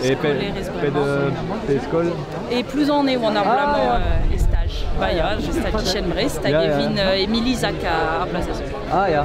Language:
Breton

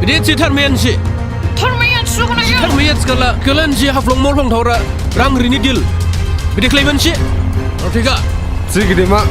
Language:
Dimasa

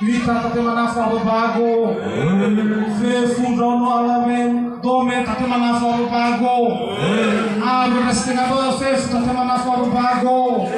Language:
Nias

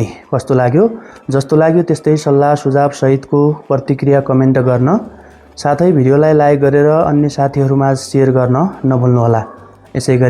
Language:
Nepali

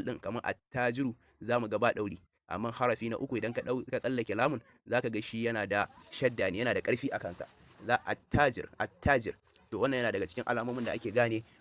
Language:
Hausa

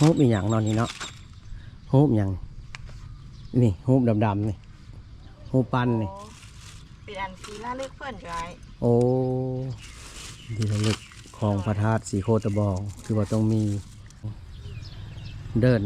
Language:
Lao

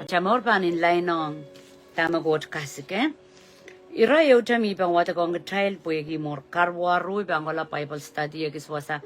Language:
Pohnpeian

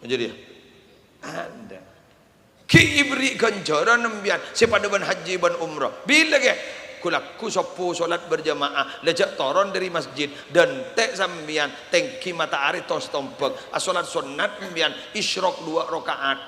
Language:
Madurese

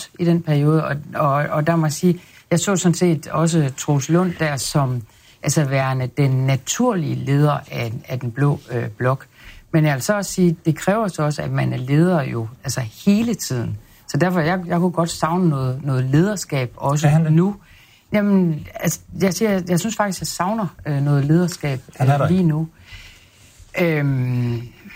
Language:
Danish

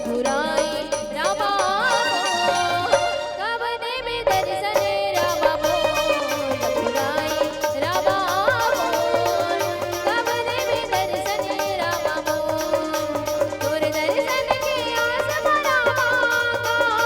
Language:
Chhattisgarhi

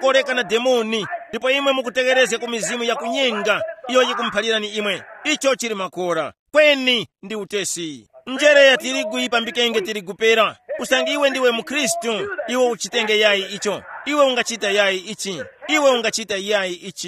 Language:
Tumbuka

